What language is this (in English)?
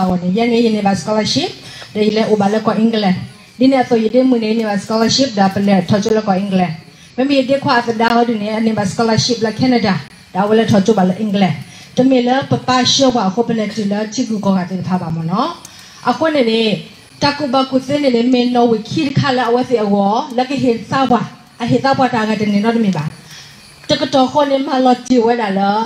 S'gaw Karen